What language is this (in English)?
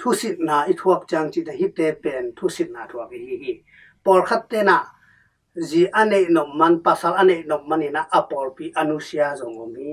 Tedim Chin